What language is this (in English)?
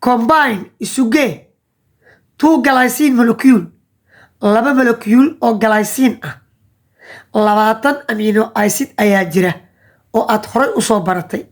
Somali